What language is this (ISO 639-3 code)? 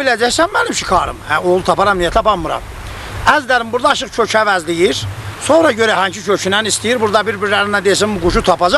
azb